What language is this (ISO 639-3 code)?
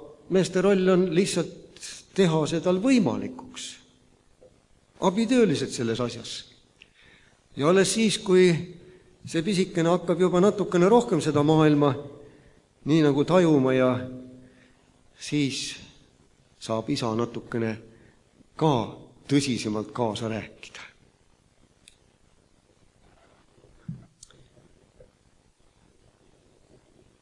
est